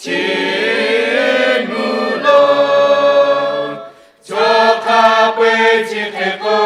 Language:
Lahu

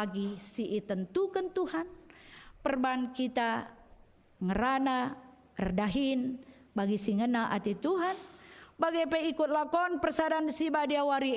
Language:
Batak Karo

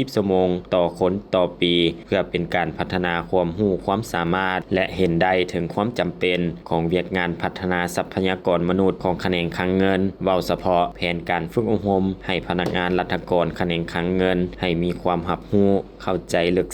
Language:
Lao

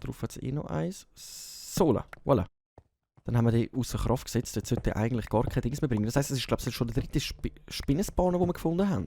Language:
Swiss German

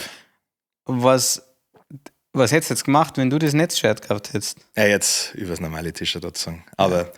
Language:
Bavarian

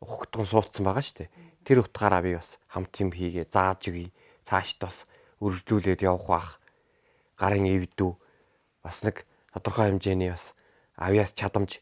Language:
Mongolian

